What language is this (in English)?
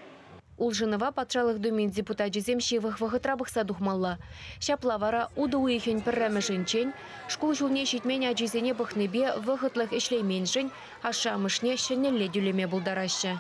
Chuvash